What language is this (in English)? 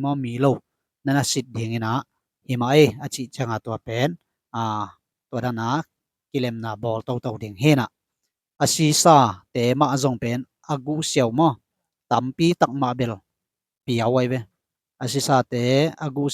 Tedim Chin